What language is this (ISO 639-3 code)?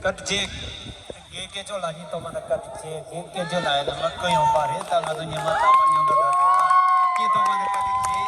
bod